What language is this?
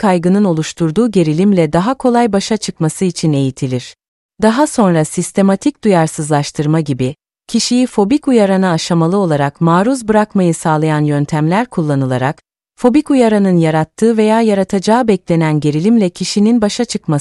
Turkish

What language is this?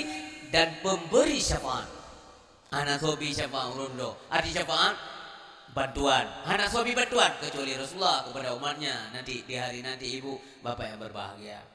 Achinese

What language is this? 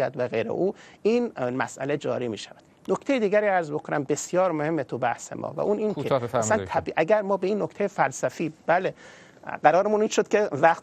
Persian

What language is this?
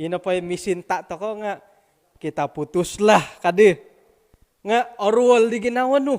Central Dusun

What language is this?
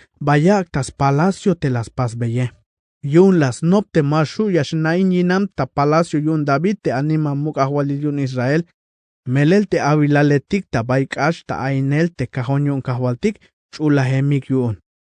Tzeltal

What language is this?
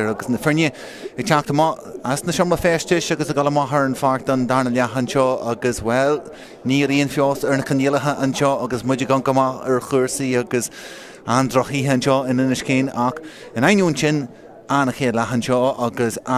Irish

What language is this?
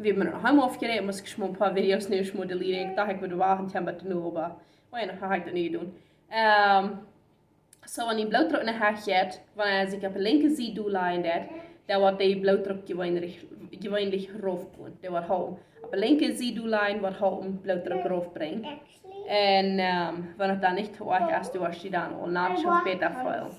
Plautdietsch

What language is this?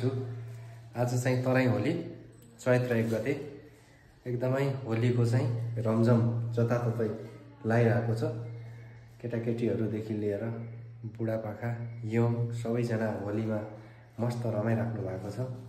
Nepali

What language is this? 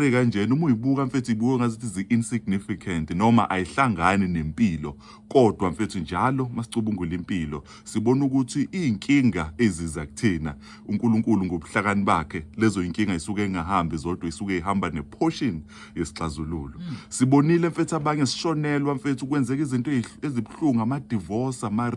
Zulu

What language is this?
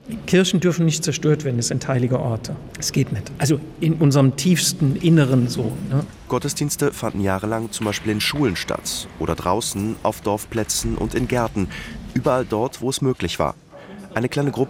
German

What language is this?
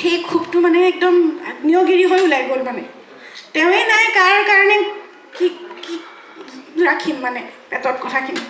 Assamese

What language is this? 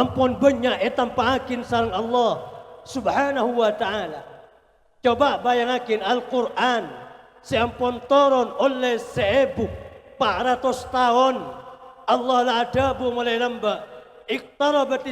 Madurese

